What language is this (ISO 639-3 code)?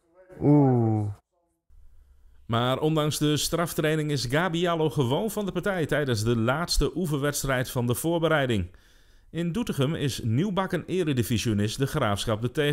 nld